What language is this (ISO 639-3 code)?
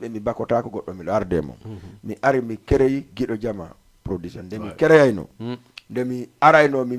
ful